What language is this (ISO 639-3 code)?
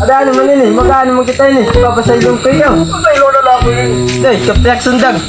war